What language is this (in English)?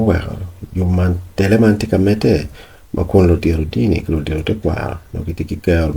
Acoli